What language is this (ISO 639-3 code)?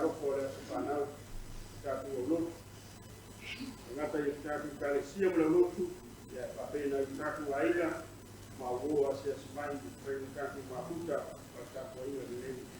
smo